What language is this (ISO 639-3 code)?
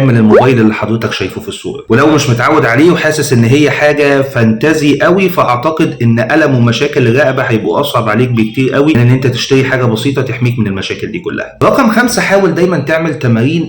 arz